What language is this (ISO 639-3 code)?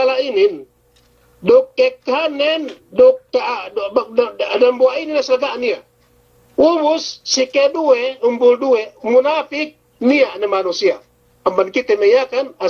yka